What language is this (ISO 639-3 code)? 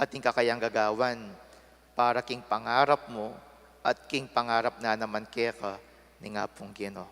pam